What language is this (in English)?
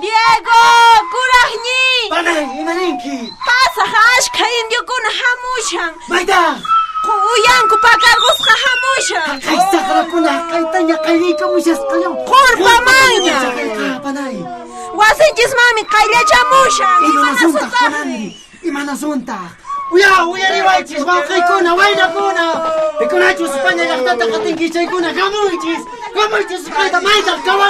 Quechua